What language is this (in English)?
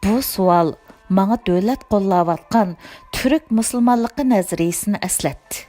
Uyghur